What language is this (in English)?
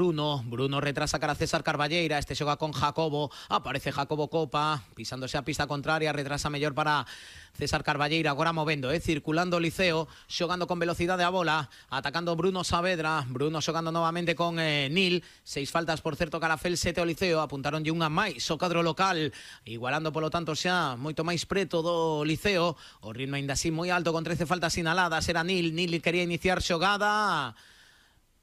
Galician